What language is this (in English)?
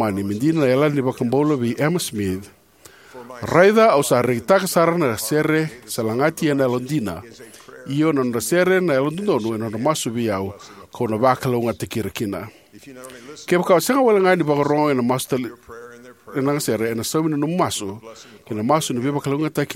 Fijian